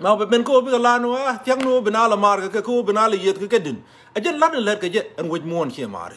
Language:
Nuer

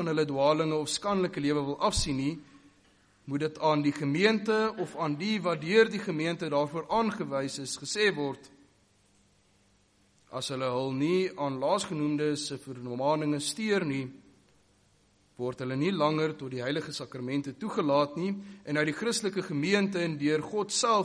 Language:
Afrikaans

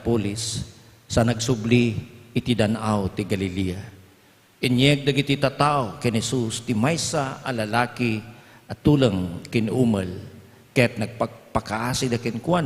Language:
Iloko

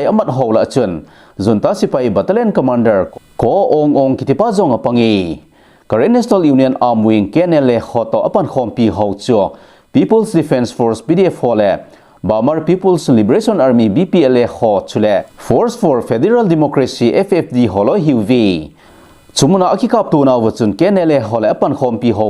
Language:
Thado Chin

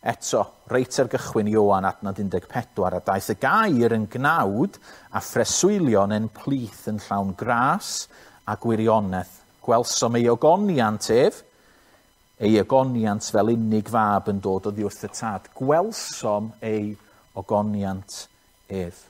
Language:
Welsh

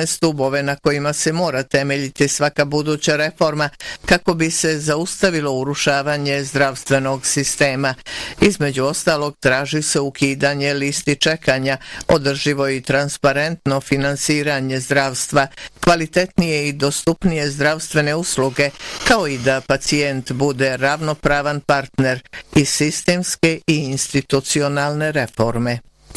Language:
Bosnian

